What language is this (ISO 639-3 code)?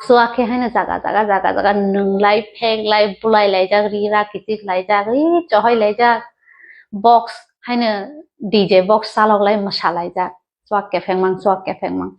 trp